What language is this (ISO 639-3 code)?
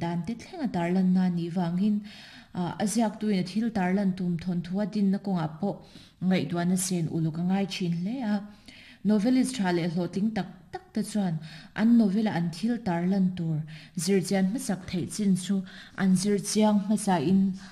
lus